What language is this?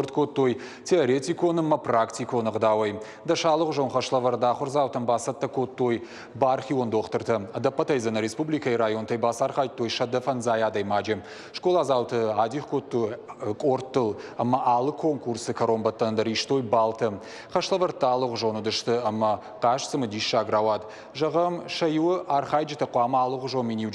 Ossetic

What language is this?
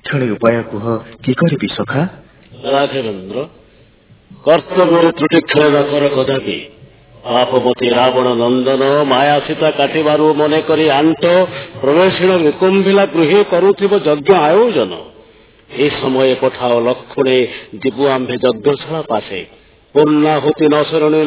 Odia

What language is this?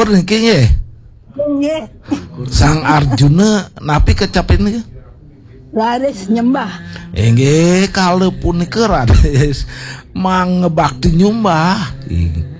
Balinese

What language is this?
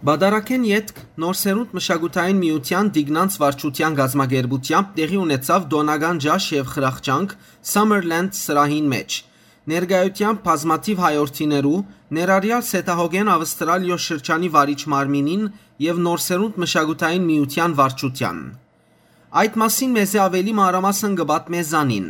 Western Armenian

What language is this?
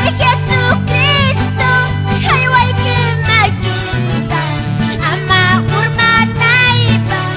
South Bolivian Quechua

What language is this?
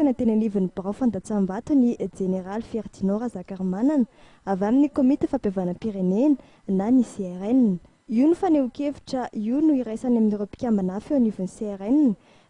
Malagasy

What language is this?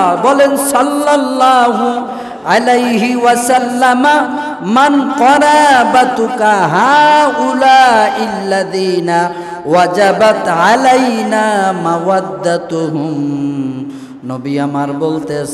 Bangla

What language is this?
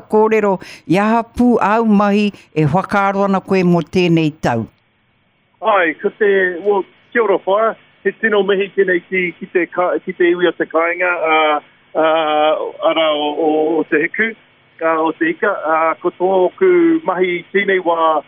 Māori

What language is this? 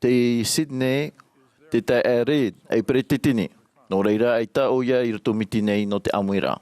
Tahitian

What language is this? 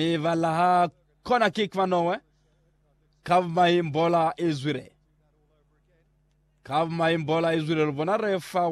Lozi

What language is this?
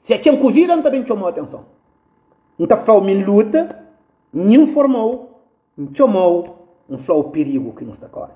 Kabuverdianu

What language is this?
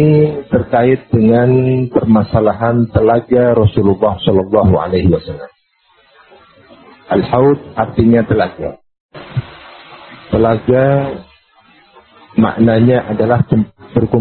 Indonesian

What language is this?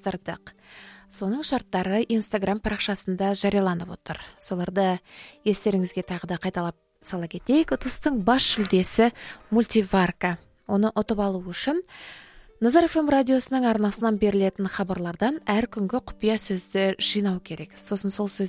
Kazakh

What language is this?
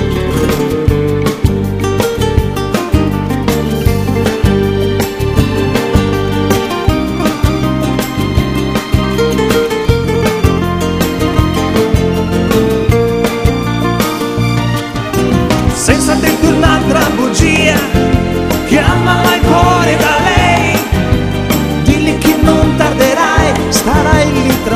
Italian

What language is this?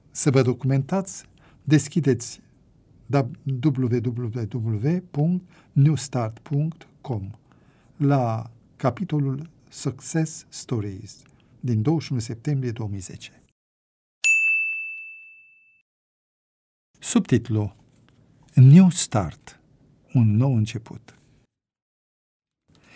Romanian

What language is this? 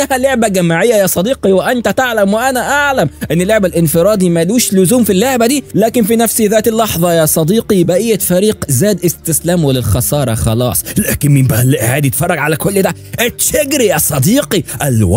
Egyptian Arabic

